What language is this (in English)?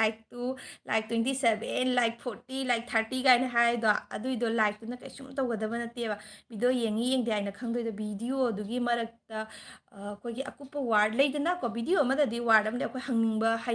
Manipuri